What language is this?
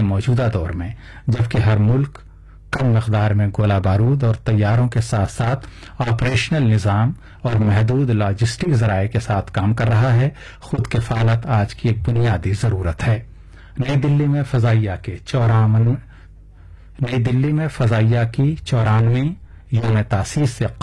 Urdu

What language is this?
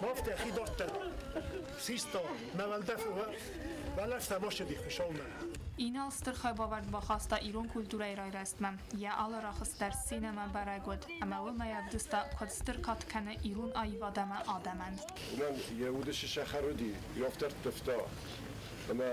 Ossetic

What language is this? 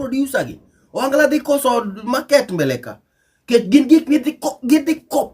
Luo (Kenya and Tanzania)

